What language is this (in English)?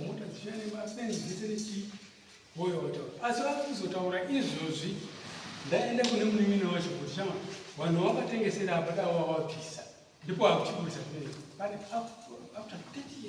Shona